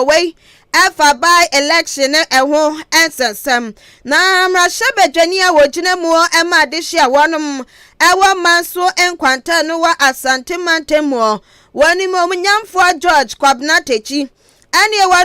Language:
Akan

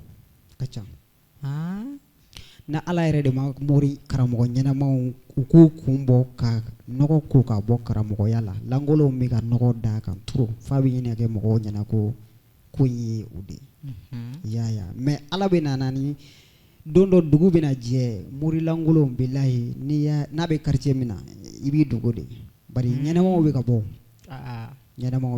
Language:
Bambara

